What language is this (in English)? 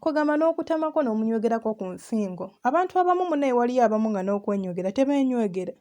Ganda